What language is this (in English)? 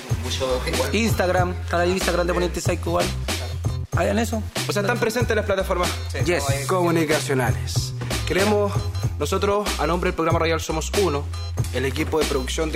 Spanish